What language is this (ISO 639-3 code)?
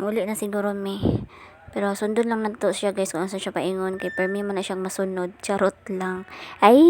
ceb